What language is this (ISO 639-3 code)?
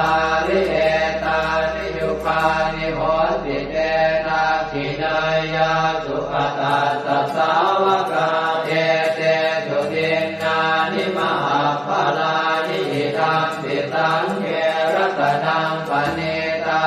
pli